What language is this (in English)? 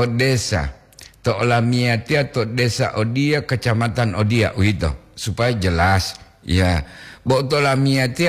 Gorontalo